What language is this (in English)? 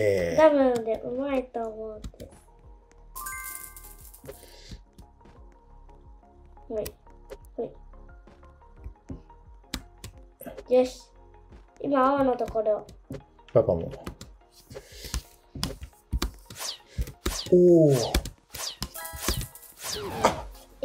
Japanese